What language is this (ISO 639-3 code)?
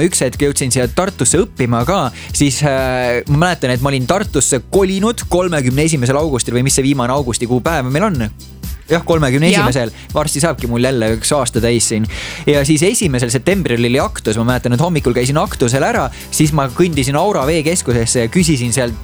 est